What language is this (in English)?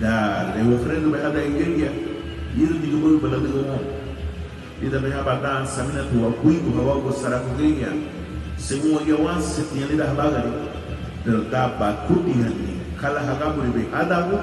Garifuna